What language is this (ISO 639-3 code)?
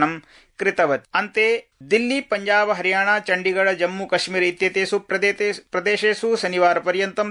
san